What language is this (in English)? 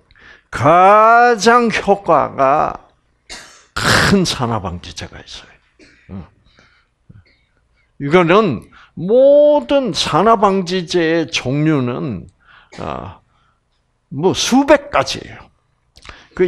Korean